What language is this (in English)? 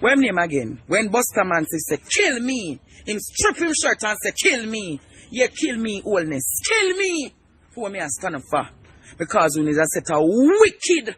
Jamaican Creole English